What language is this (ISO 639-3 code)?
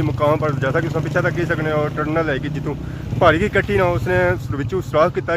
phr